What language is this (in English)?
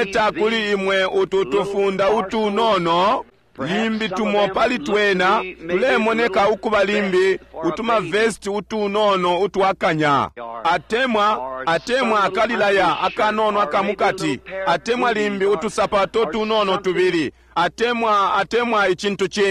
Bemba